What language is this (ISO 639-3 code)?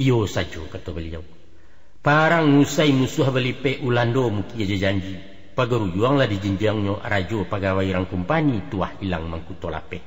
min